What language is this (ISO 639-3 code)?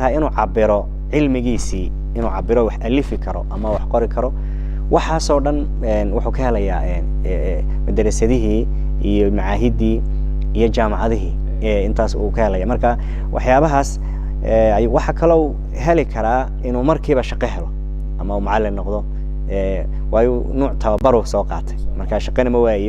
som